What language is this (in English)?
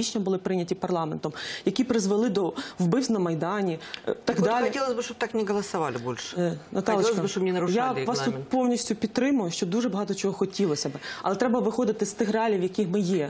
Ukrainian